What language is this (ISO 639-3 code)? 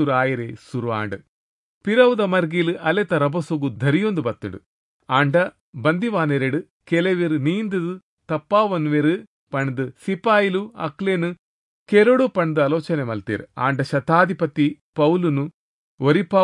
tcy